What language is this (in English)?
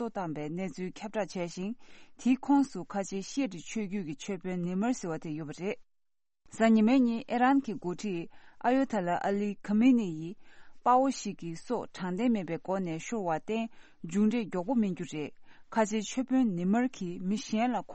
Tibetan